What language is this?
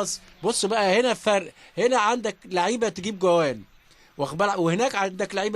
Egyptian Arabic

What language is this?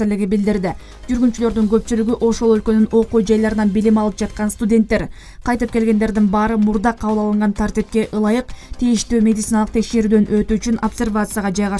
Kyrgyz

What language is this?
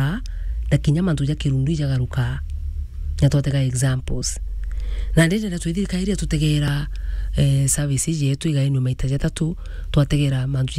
Meru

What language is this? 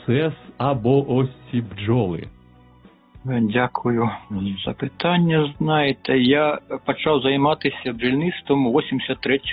Ukrainian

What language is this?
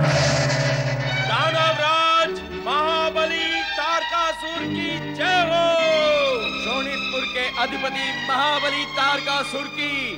Hindi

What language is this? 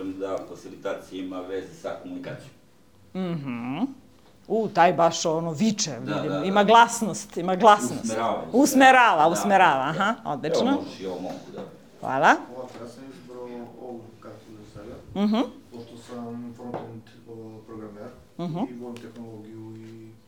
Serbian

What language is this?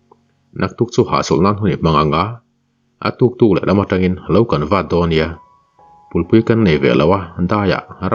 Mizo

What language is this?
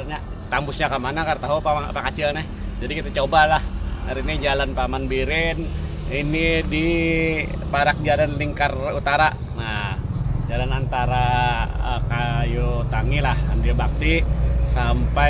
Banjar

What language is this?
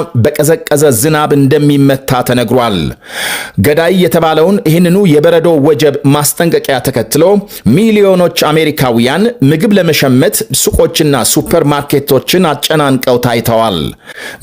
Amharic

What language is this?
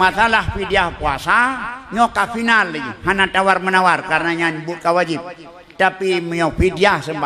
Achinese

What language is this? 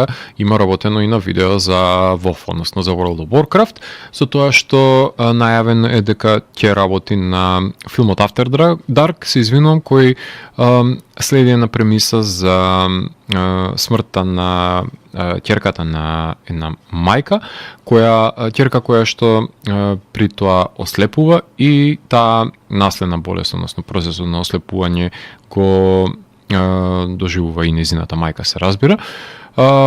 Macedonian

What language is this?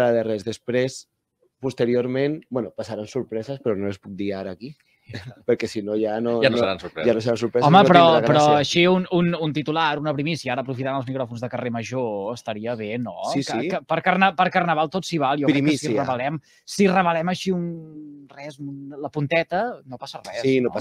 Catalan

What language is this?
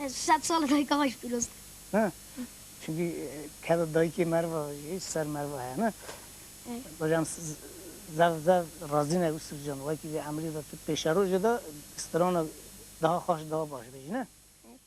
Kurdish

